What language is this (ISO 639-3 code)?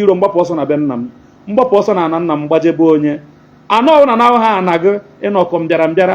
ibo